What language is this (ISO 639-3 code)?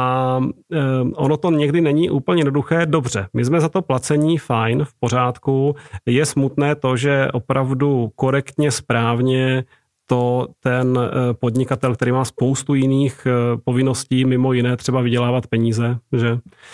ces